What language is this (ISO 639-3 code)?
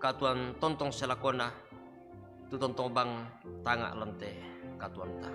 sda